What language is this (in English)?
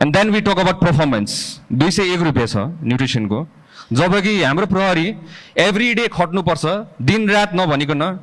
Nepali